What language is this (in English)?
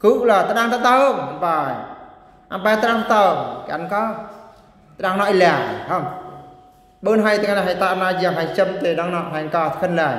Eastern Bru